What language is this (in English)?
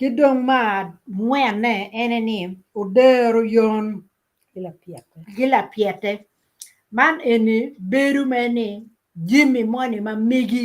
Acoli